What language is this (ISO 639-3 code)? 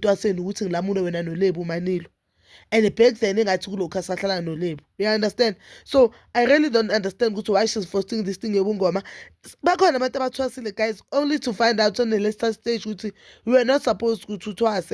zul